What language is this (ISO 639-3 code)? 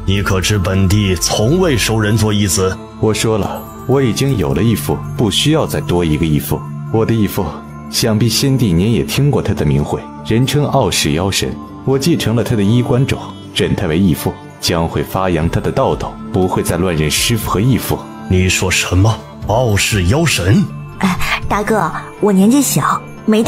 zho